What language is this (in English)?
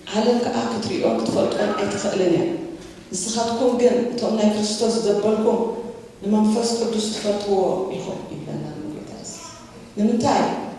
Tigrinya